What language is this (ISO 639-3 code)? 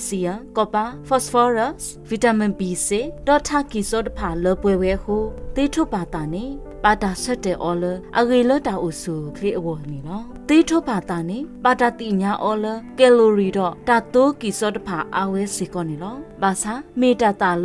ksw